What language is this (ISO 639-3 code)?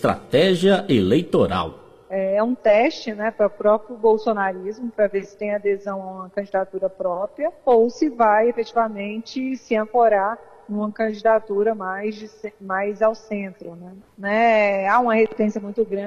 por